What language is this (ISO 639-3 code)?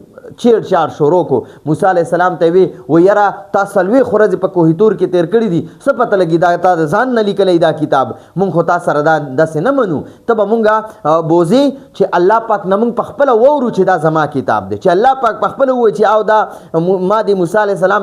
pus